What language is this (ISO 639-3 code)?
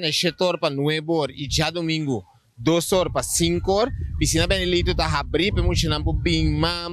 pap